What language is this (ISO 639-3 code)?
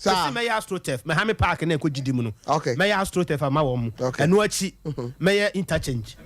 aka